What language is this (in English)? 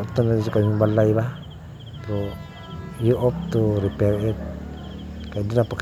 Cebuano